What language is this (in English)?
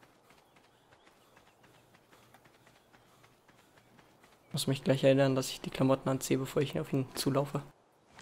German